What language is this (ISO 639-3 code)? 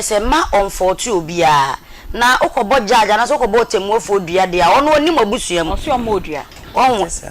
aka